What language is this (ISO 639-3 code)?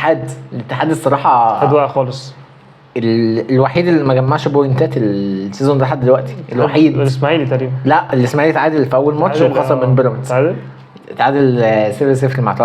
arz